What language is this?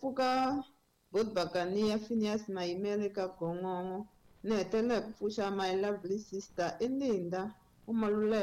Tsonga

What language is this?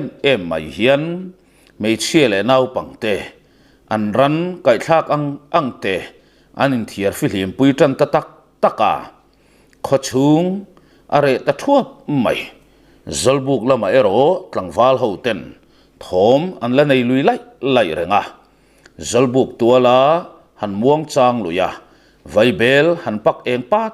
Mizo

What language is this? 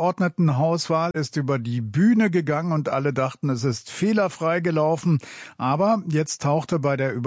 German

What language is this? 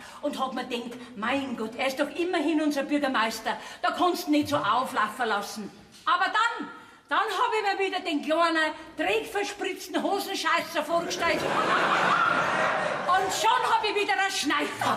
Bavarian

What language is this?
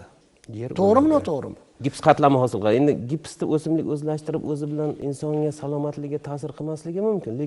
Uzbek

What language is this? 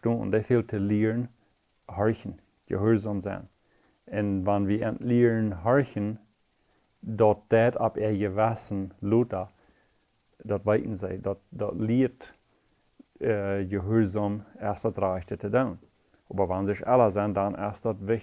Plautdietsch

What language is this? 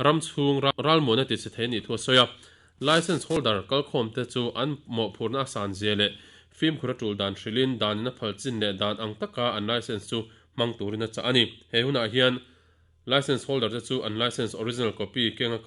Mizo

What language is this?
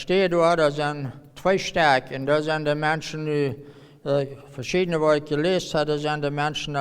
Plautdietsch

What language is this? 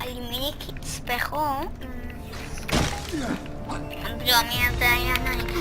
Swiss German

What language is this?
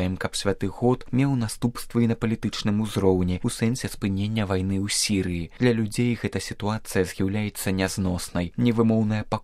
Belarusian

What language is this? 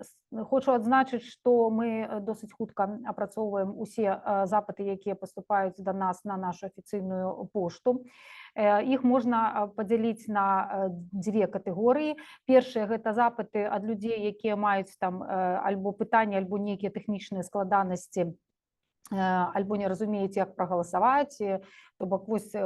Belarusian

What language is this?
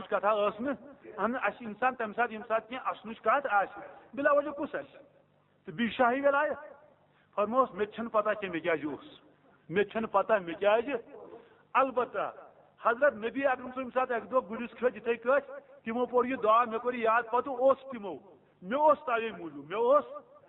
Kashmiri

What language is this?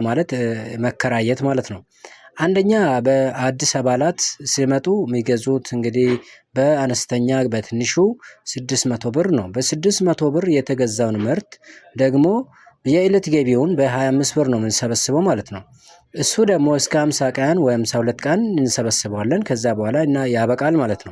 Amharic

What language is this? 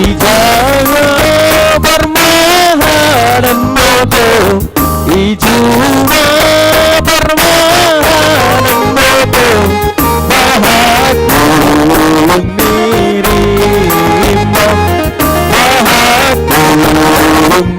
Batak Simalungun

